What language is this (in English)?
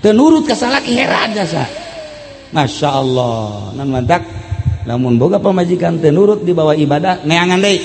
Sundanese